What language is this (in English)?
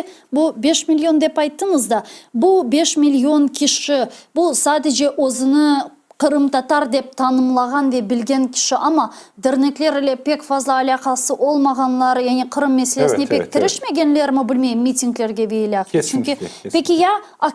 Crimean Tatar